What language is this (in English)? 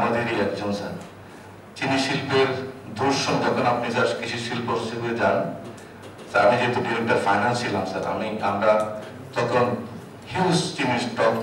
Bangla